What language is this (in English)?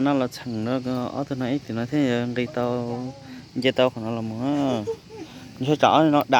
Hmong